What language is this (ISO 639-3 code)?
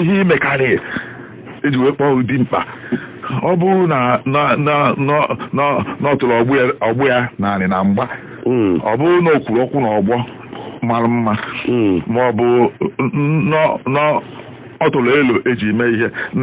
ibo